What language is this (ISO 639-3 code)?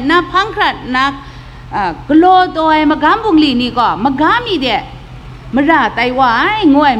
kac